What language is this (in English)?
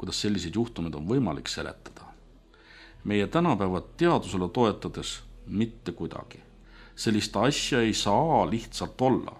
Estonian